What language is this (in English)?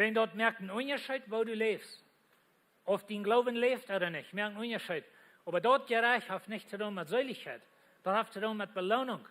Plautdietsch